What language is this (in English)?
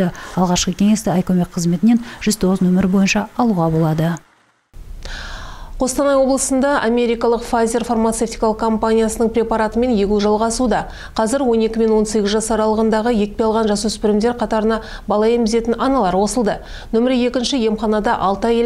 Kazakh